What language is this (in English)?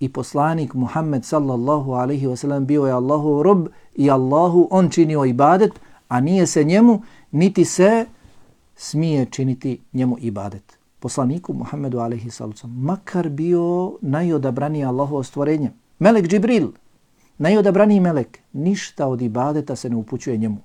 Bosnian